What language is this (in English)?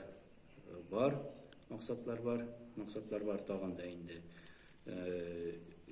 Tatar